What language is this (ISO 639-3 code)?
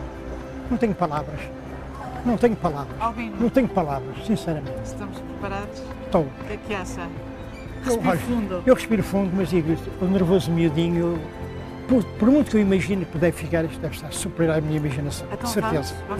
por